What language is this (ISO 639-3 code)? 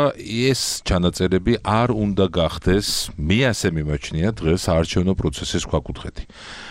kat